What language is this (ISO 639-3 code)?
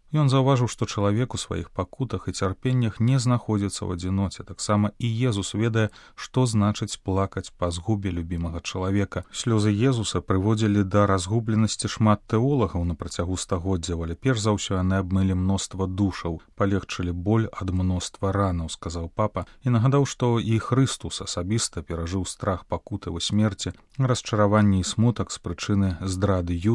bel